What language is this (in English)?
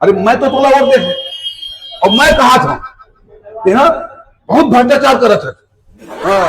Chhattisgarhi